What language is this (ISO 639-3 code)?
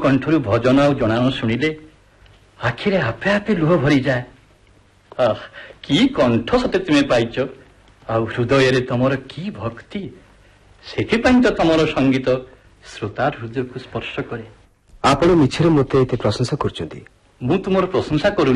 ori